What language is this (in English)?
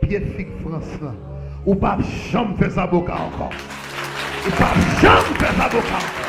Haitian Creole